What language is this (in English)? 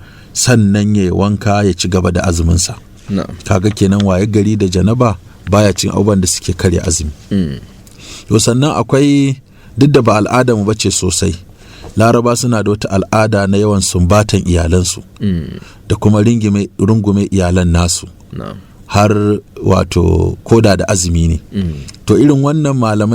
Hausa